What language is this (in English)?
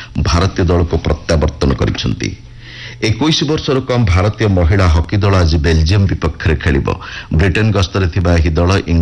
Odia